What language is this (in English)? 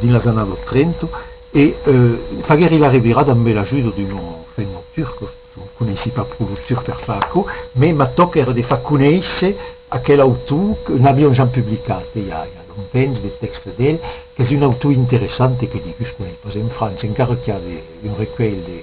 Occitan